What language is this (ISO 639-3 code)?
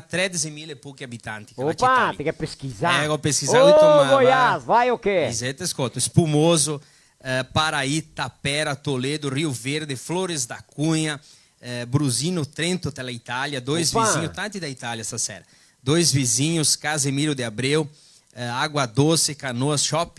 vec